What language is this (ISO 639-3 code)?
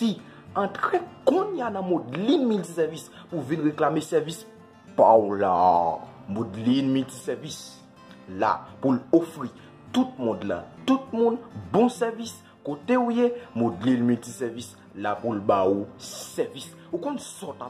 hat